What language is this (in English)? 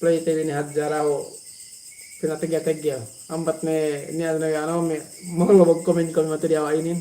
Yakan